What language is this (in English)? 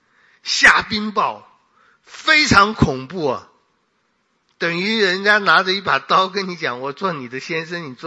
Chinese